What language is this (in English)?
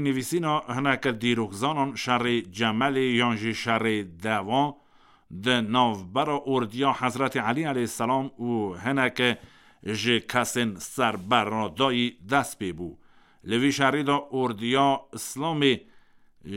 Kurdish